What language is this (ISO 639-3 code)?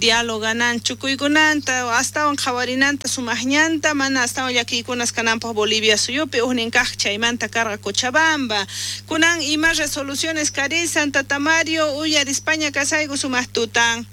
quh